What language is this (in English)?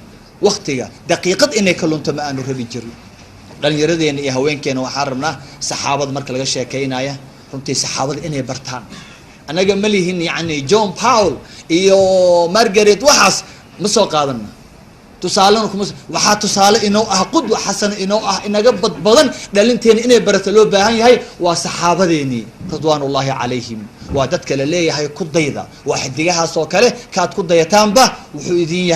Somali